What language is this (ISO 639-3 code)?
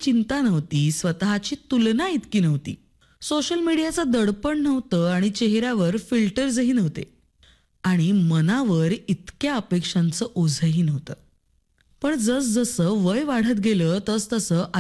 mar